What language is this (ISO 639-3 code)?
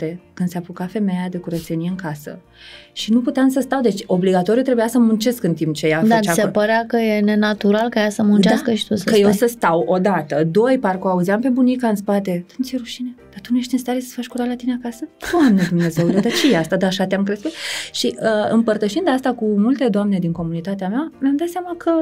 ron